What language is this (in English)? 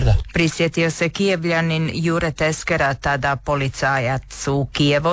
Croatian